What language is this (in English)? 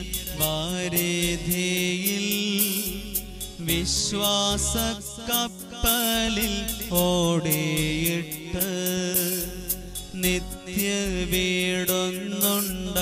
Malayalam